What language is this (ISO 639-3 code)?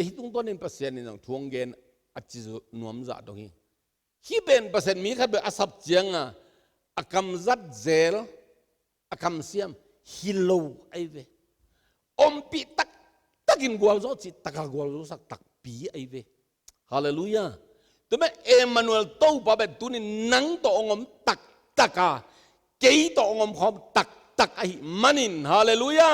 ctd